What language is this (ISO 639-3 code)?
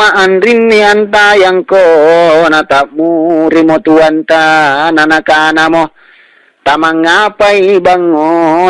mak